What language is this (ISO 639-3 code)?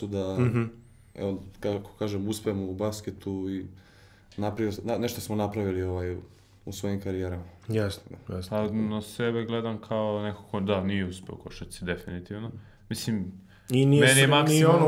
srp